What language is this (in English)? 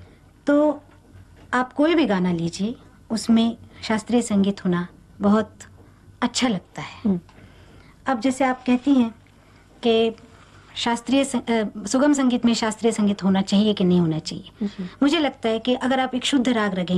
Hindi